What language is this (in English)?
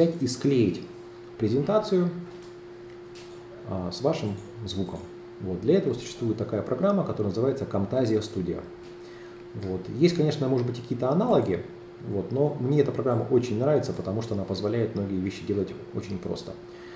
Russian